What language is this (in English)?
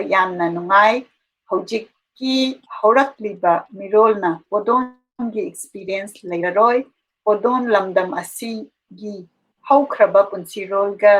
Manipuri